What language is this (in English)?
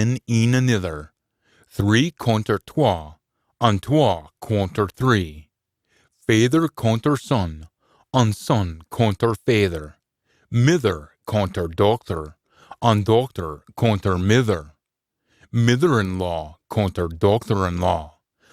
Scots